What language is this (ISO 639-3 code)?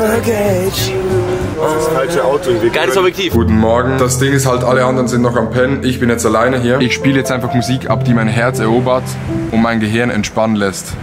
gsw